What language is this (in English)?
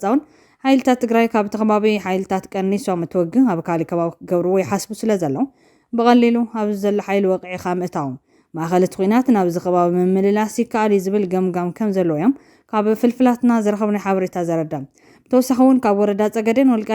Tigrinya